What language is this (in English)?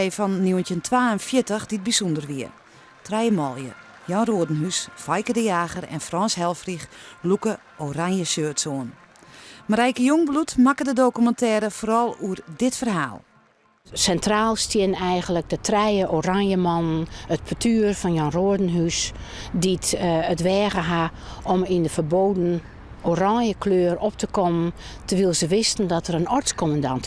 Western Frisian